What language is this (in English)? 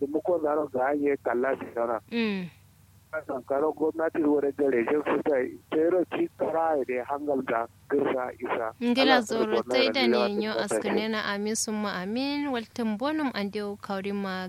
Kanuri